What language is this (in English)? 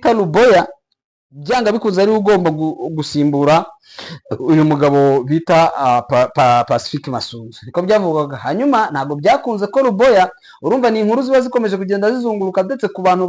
Kinyarwanda